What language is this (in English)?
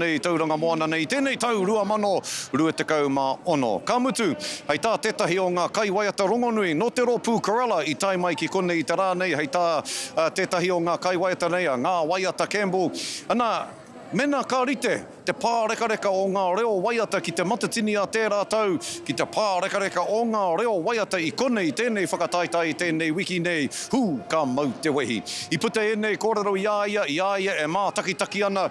Māori